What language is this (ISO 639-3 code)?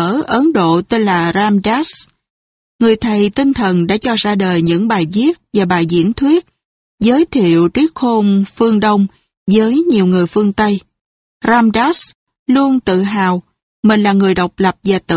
vie